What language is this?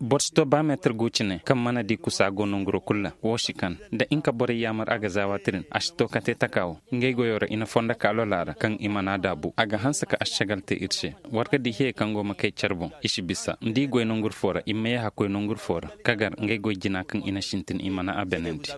Koyraboro Senni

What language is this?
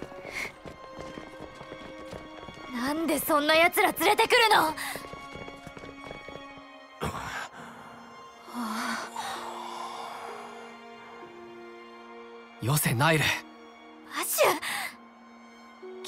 Japanese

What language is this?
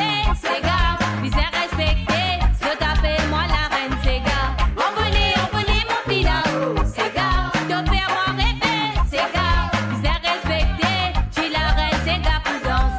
Morisyen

